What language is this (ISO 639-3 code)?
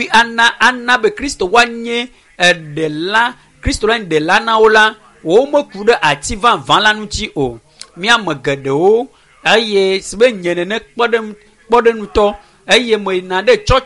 ewe